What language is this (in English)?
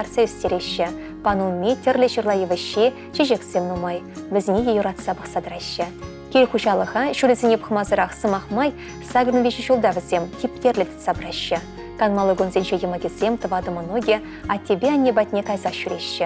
Chuvash